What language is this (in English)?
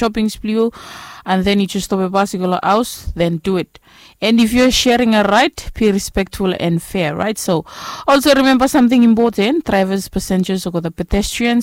Bislama